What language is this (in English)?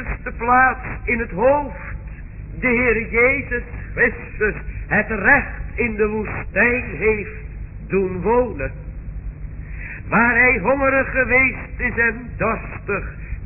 Dutch